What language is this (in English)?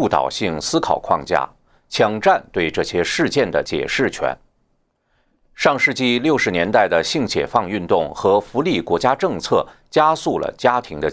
Chinese